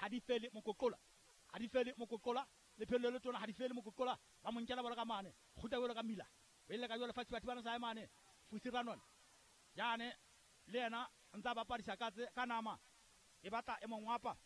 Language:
Southern Sotho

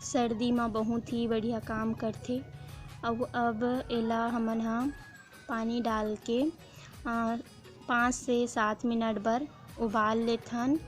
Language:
Chhattisgarhi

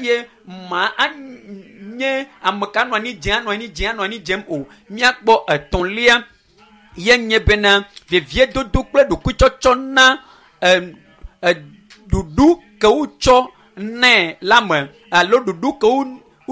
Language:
Ewe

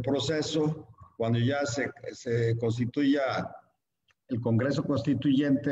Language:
Spanish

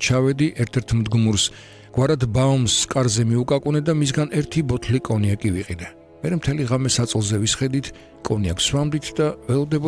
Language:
Georgian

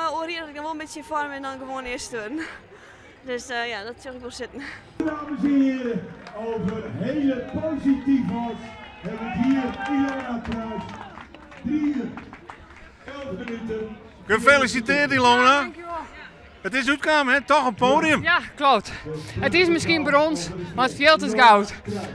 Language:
Western Frisian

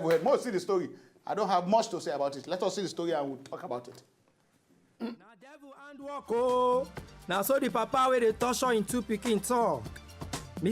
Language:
Nigerian Pidgin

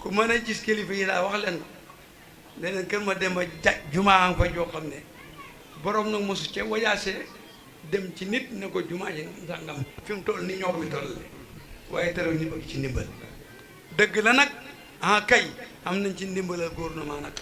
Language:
Wolof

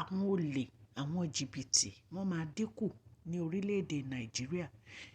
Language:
Yoruba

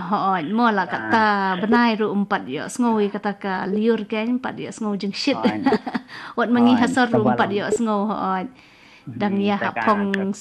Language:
Khasi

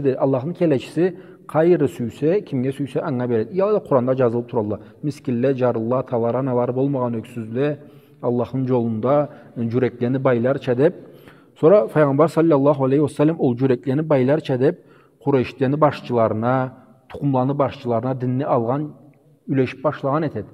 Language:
Karachay-Balkar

